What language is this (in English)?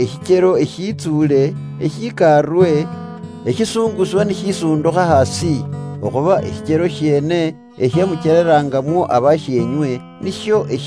Luyia